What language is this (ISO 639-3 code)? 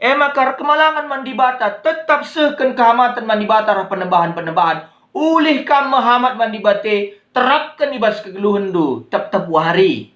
btx